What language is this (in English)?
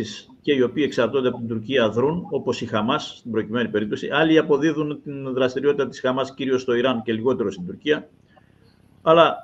Greek